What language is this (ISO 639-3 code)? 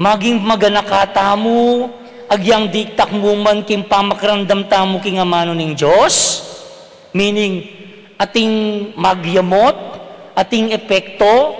pam